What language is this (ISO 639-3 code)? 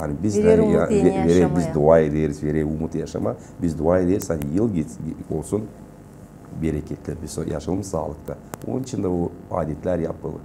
gag